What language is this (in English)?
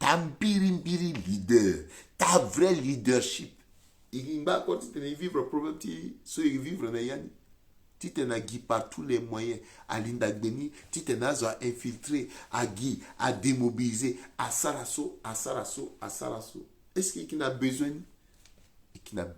Sango